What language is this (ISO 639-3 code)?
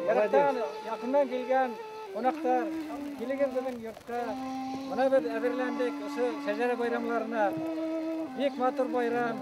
bak